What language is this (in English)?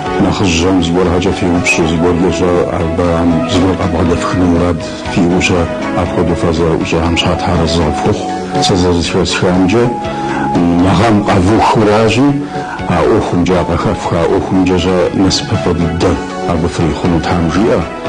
Kabardian